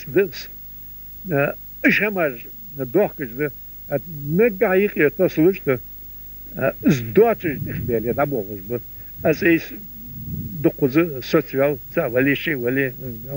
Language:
Ingush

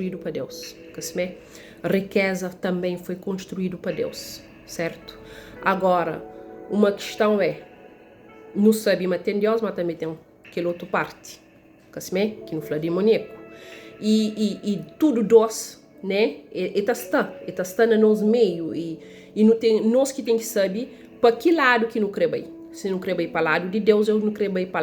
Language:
Kabuverdianu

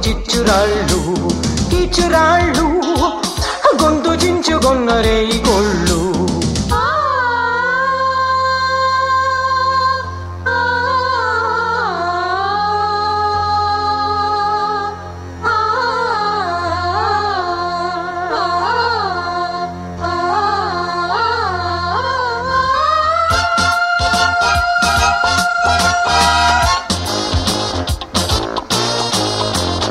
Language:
Telugu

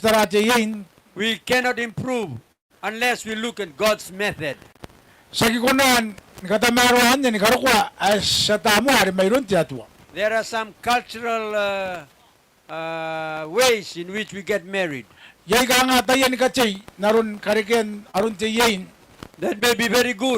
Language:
Gilbertese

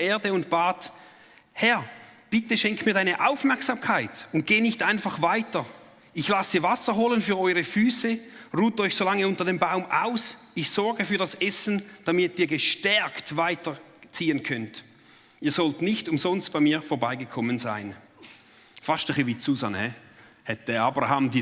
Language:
Swiss German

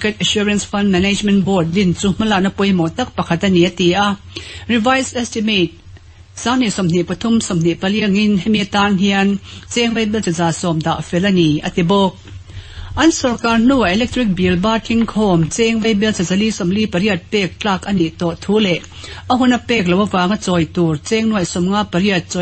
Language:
Mizo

